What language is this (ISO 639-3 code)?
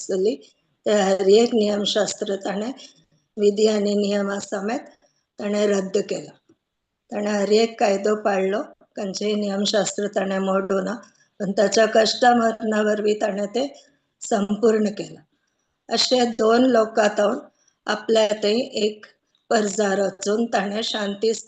kok